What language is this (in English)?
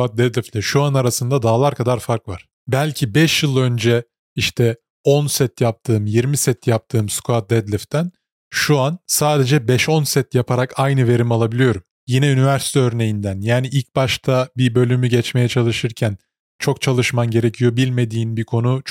Turkish